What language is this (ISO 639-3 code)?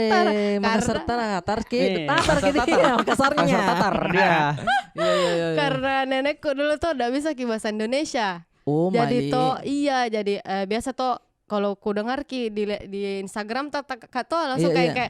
mfp